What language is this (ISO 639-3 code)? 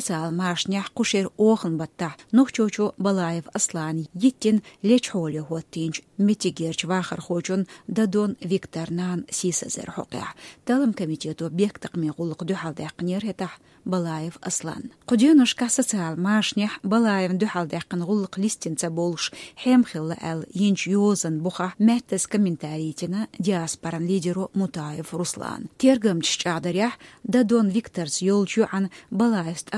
che